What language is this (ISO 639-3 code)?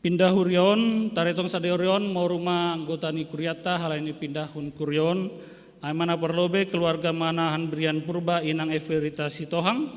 bts